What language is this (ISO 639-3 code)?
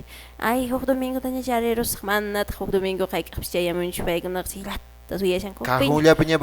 que